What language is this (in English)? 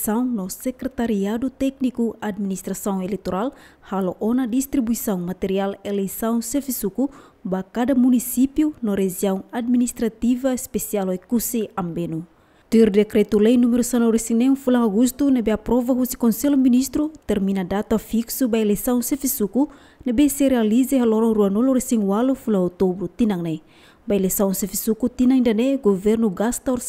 Tetum